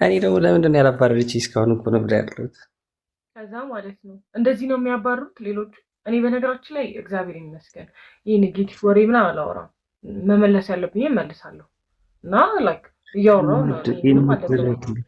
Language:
Amharic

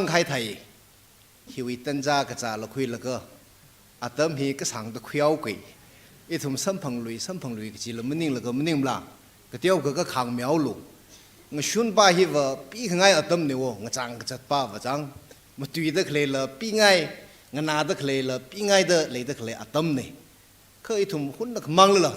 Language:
Tangkhul Naga (India)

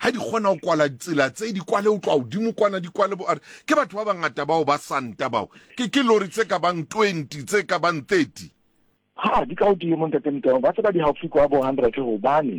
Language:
Southern Sotho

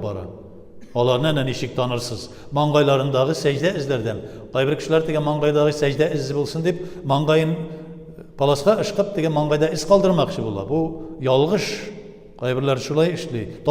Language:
Tatar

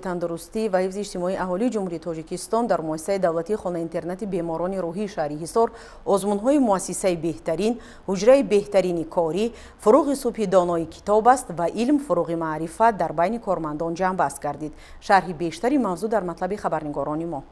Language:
Tajik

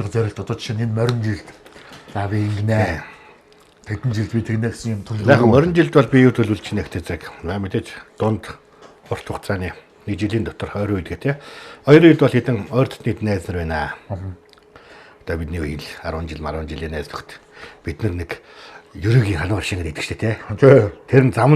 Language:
Mongolian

